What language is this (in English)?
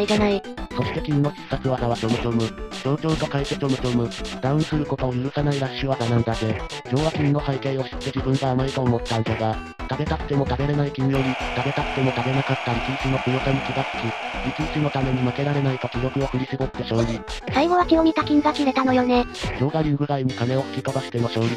Japanese